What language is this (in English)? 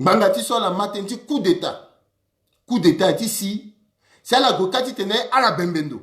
Sango